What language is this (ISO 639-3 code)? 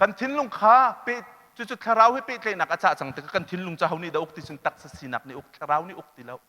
cnh